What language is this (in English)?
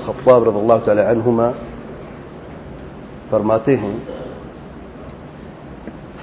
Urdu